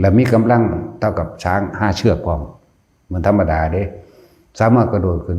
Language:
Northeastern Thai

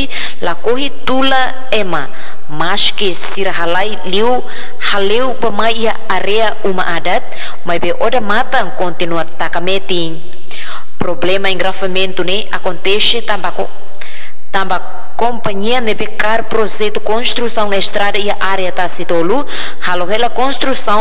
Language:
Tetum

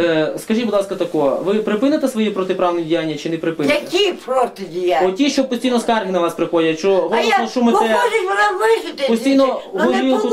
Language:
Ukrainian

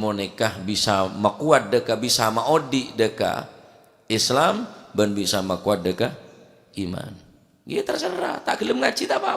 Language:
Madurese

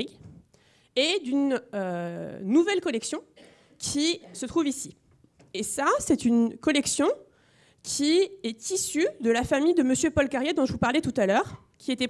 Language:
French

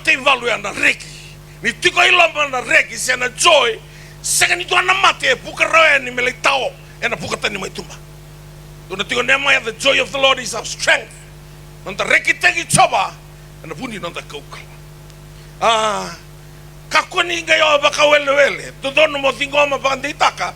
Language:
Fijian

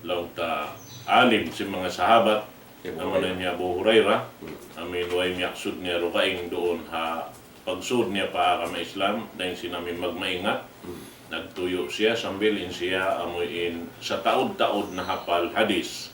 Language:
Tausug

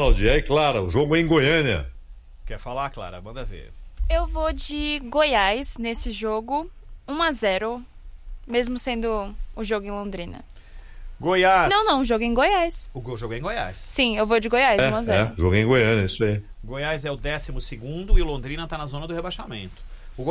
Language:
Portuguese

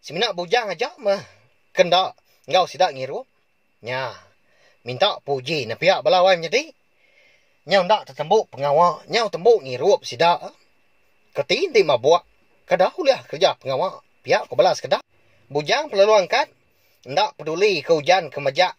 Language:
Iban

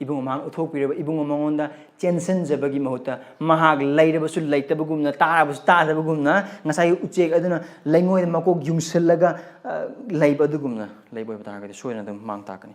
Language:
Manipuri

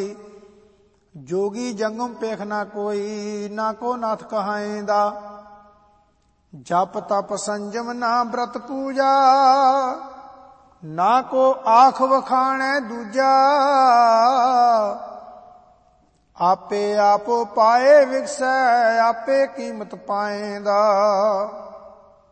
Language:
Punjabi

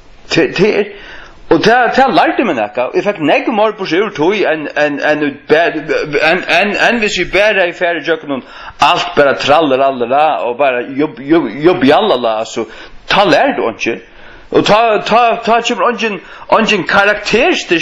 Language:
Faroese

